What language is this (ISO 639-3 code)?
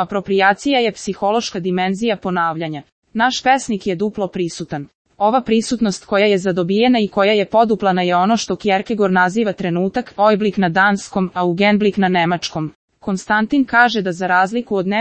srp